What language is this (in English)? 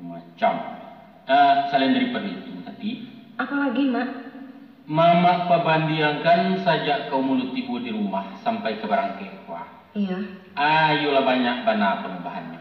Minangkabau